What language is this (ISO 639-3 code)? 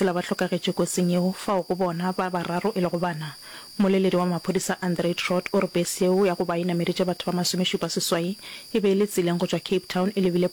nso